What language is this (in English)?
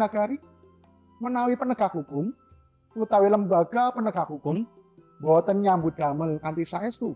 Javanese